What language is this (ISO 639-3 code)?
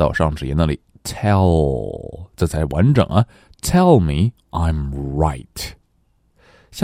zho